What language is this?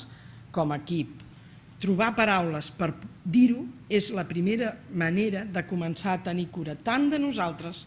Catalan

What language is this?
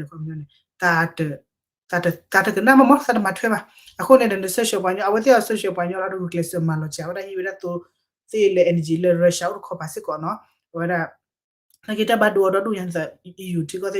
S'gaw Karen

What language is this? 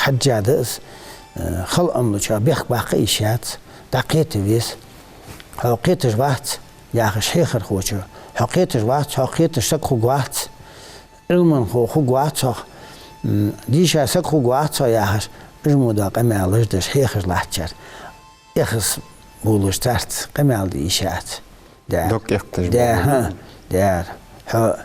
Ingush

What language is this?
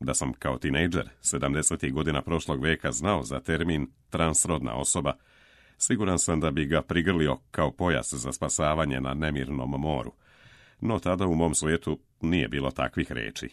Serbian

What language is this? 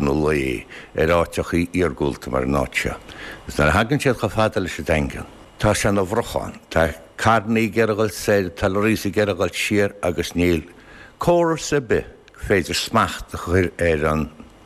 Irish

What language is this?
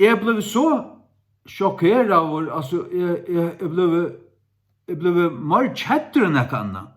Faroese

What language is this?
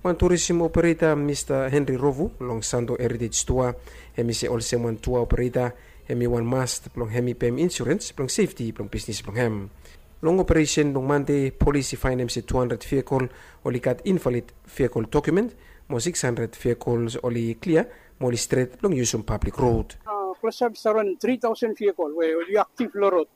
Bislama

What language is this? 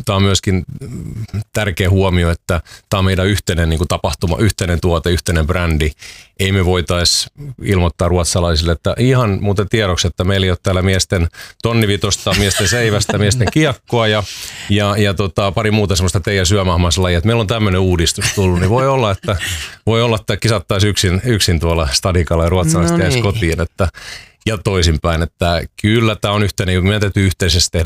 Finnish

